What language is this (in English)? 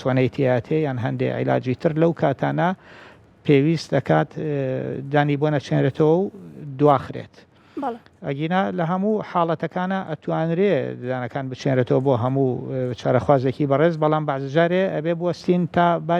Central Kurdish